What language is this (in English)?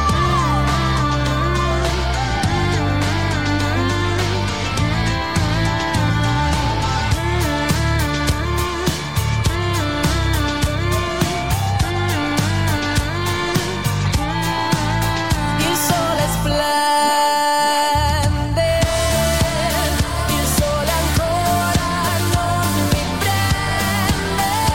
Italian